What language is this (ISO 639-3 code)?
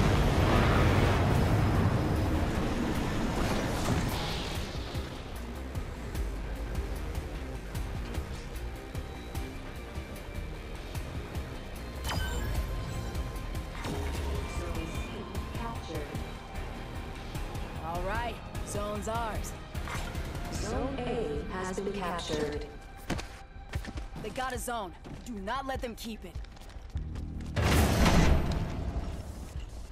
eng